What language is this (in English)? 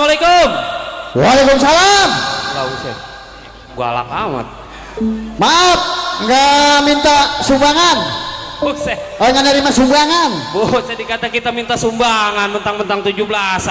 Betawi